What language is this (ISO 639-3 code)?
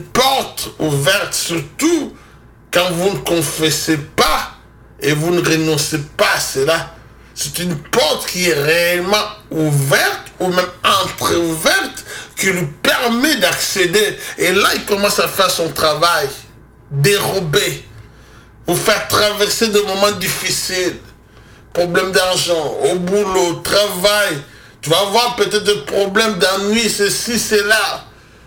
fra